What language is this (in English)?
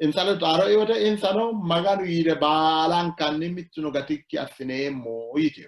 Sidamo